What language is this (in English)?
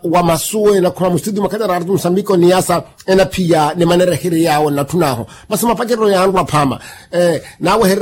Makhuwa